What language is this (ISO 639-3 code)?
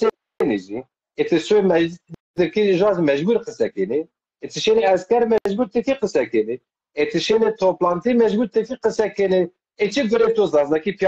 zza